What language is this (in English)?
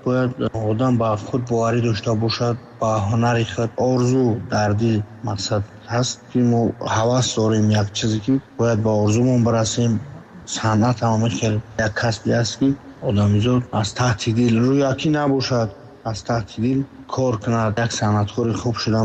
Tajik